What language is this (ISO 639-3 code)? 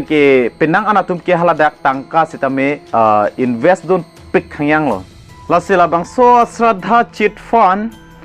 mjw